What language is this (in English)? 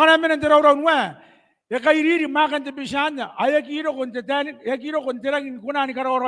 Gilbertese